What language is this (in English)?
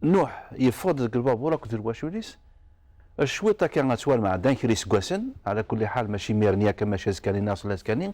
Kabyle